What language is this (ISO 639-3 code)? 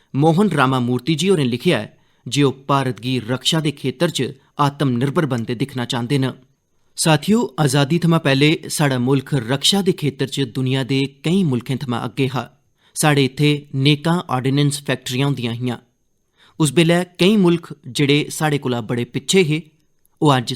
doi